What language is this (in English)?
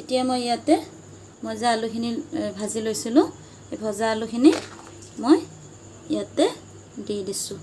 Assamese